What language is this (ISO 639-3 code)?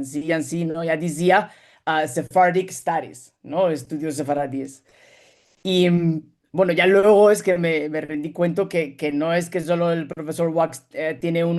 lad